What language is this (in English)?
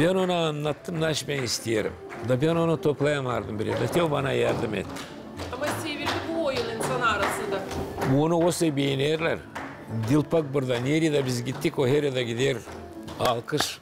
Gagauz